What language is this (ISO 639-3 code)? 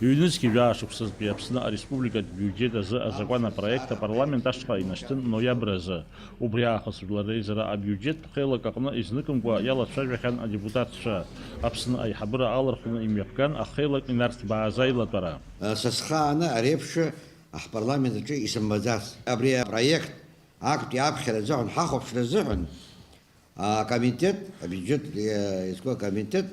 abk